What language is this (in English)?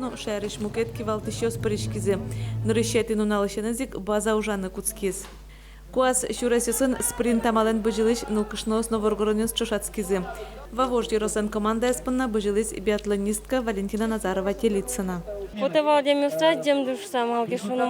Udmurt